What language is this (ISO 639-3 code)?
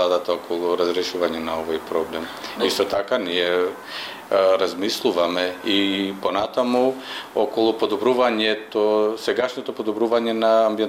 mkd